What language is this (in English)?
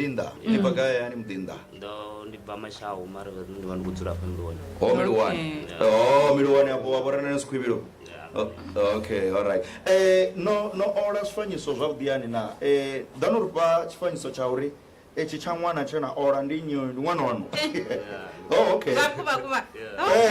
Venda